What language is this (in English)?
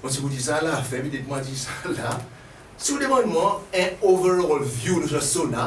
Seselwa Creole French